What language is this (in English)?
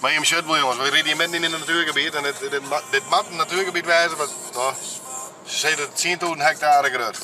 Western Frisian